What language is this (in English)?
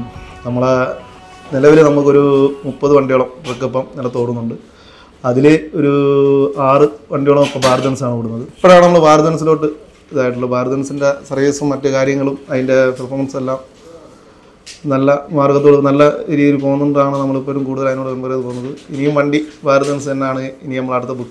Malayalam